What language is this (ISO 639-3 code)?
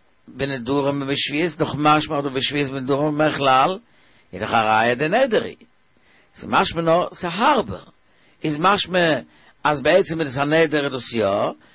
yid